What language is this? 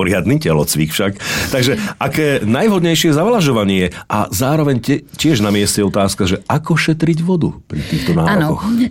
Slovak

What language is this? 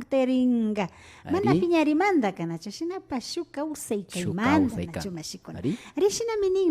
Imbabura Highland Quichua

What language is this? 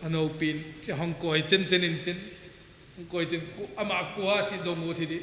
Paite Chin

